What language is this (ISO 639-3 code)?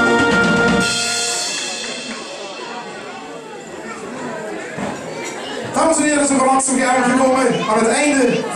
nld